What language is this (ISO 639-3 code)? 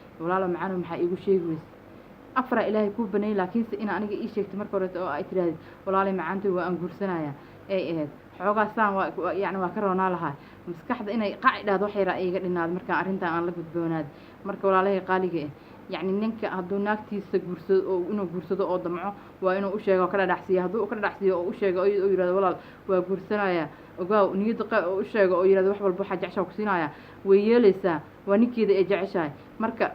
som